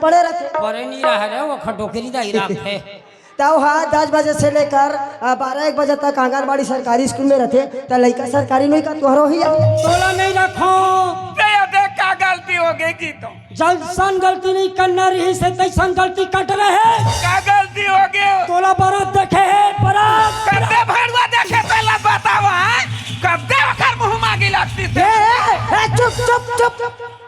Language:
Chhattisgarhi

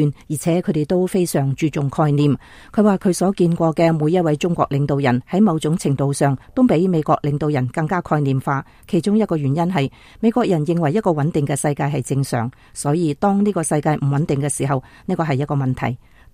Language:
Cantonese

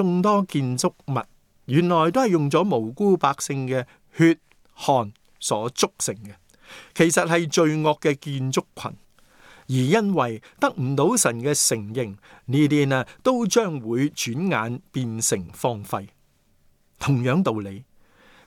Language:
Cantonese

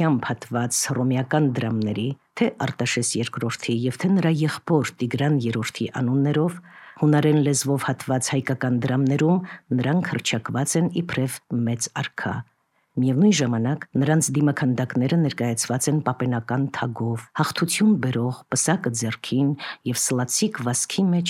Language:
Armenian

